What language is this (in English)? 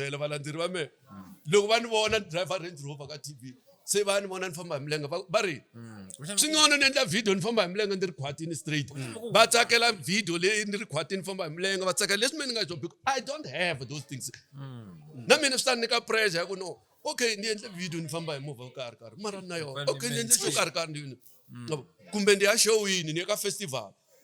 Tsonga